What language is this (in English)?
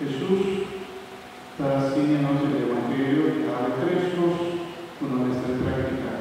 Papiamento